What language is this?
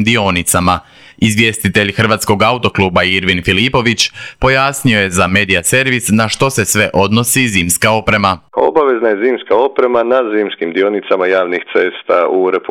Croatian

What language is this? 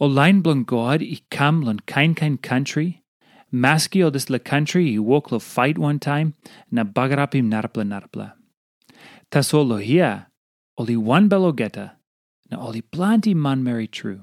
Tok Pisin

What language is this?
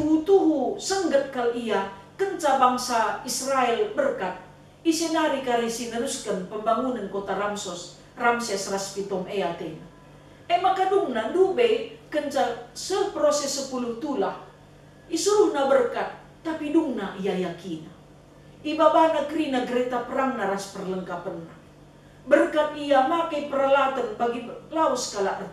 Batak Karo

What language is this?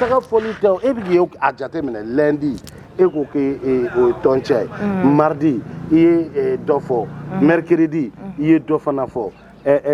Bambara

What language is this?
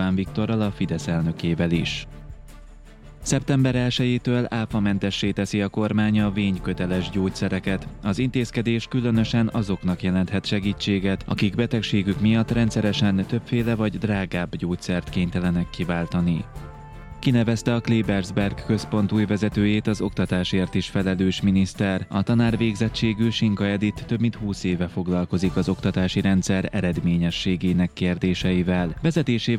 Hungarian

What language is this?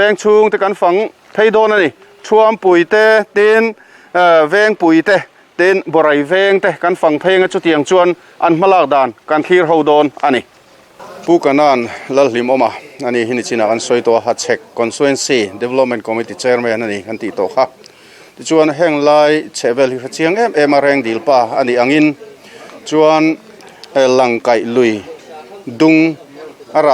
Mizo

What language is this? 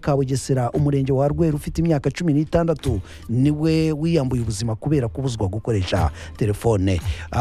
Kinyarwanda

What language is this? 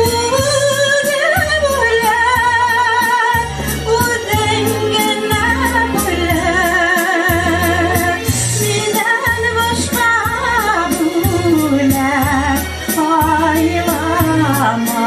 Bashkir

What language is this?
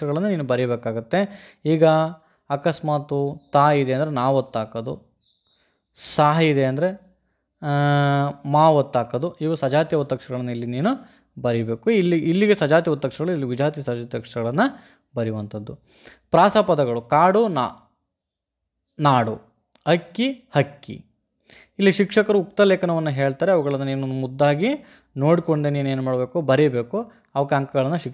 Kannada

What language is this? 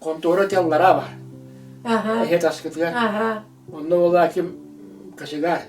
Yakut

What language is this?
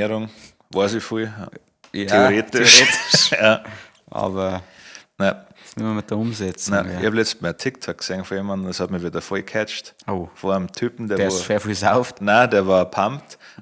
Bavarian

